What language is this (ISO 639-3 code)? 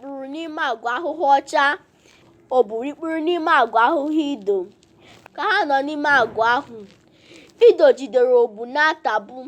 ibo